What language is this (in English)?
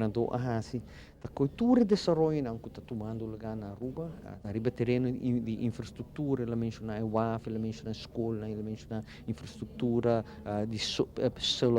Papiamento